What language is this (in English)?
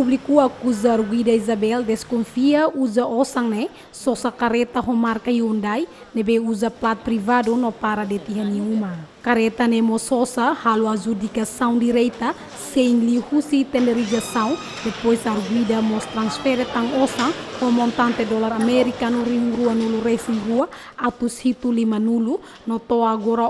Tetum